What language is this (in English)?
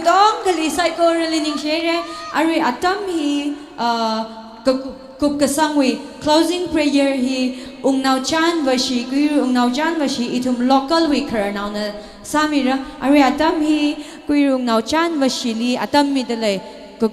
Tangkhul Naga (India)